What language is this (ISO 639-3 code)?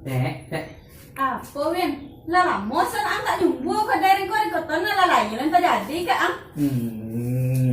min